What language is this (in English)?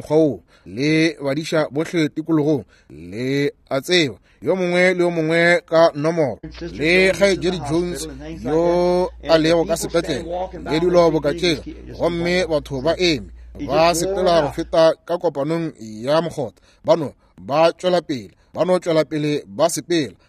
Northern Sotho